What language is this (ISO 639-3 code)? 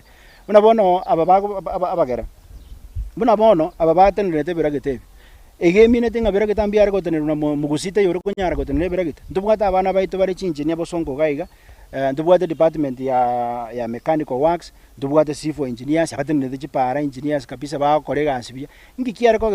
guz